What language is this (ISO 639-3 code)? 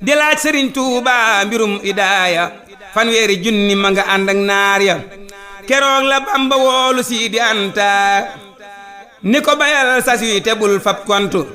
wol